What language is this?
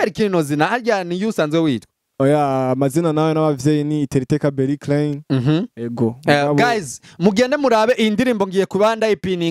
Rundi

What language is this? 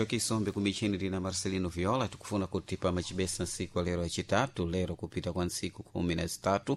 Sena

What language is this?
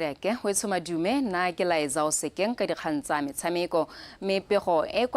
Tswana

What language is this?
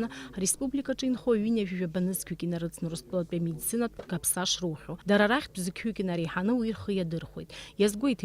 Abkhazian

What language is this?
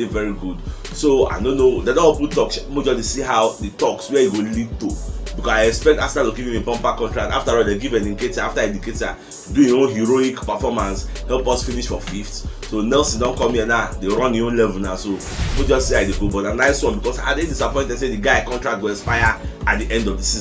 Nigerian Pidgin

